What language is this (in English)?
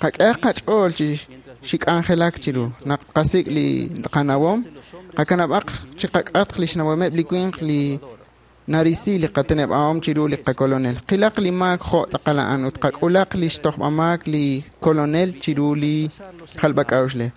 Kekchí